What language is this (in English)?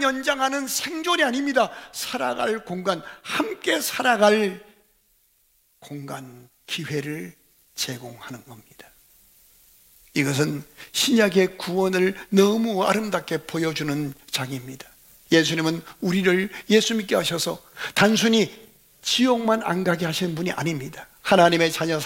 Korean